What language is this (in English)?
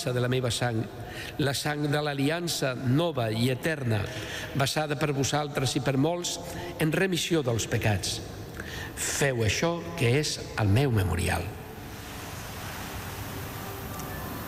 Catalan